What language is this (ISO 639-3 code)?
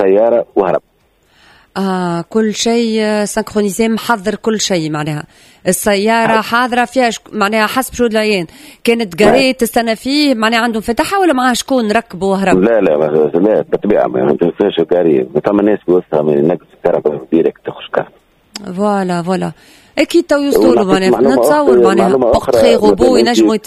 aeb